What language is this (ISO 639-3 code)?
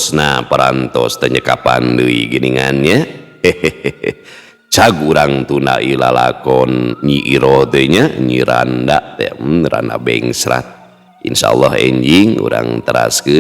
sun